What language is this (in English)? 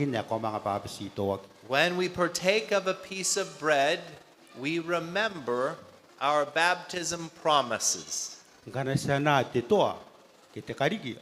Gilbertese